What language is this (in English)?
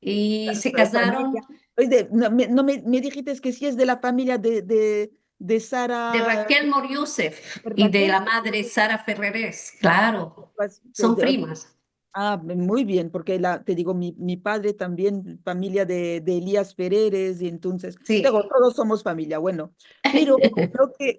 Ladino